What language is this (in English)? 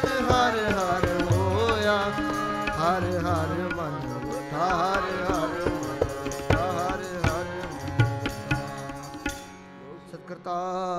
Punjabi